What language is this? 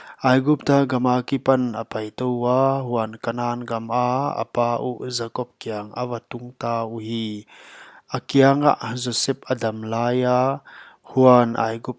Paite Chin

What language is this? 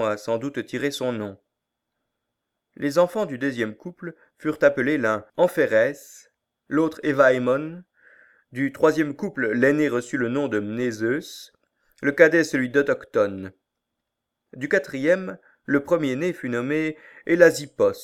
French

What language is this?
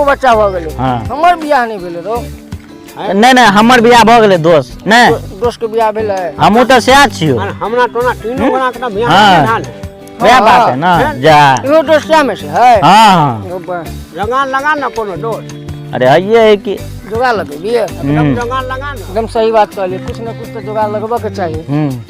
Maithili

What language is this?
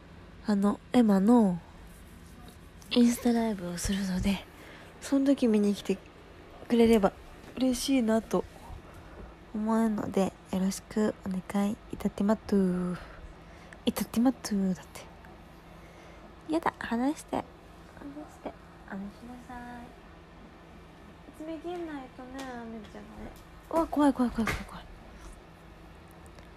Japanese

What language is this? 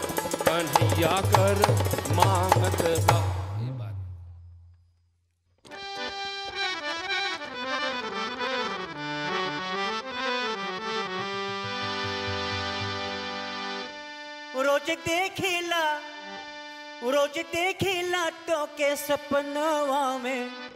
Bhojpuri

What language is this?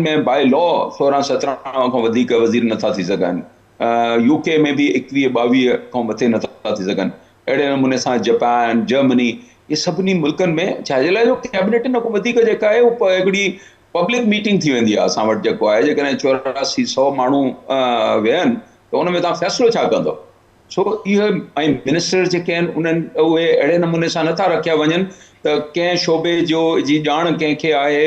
Sindhi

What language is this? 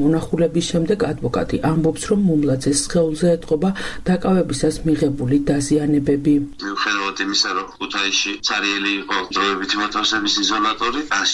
Georgian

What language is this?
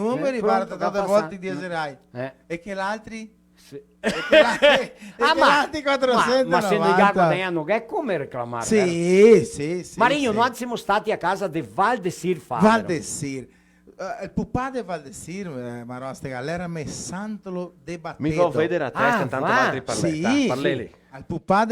Venetian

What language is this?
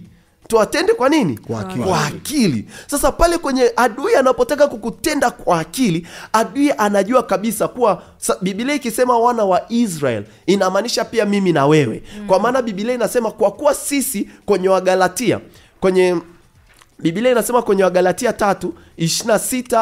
Swahili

